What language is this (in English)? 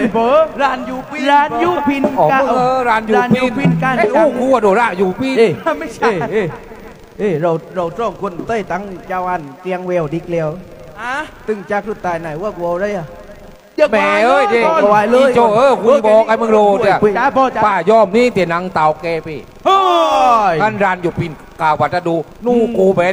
Thai